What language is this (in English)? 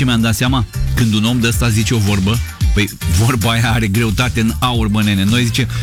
Romanian